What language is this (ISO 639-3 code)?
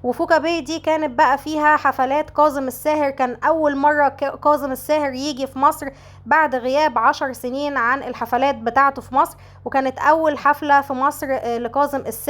arz